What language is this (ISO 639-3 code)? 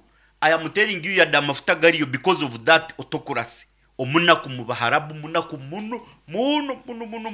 nyo